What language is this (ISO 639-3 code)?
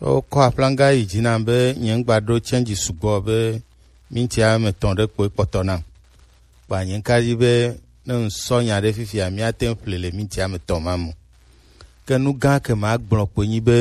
gej